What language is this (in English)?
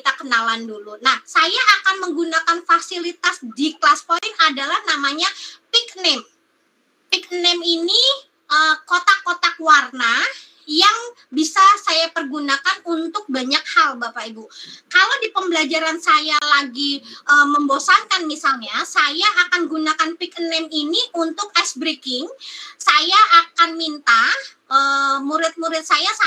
Indonesian